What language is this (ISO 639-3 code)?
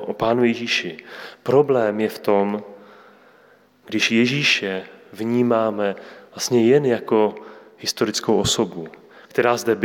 ces